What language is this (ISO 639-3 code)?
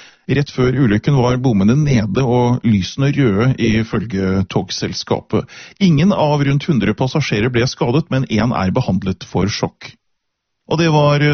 nor